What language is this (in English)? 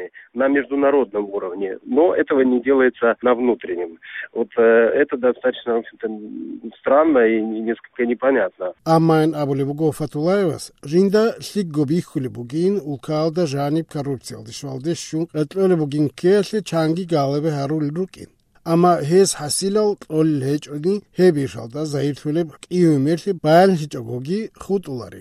Avaric